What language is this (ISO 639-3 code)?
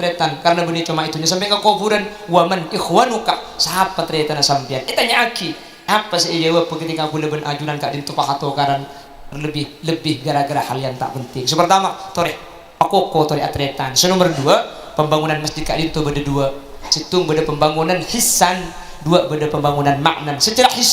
mad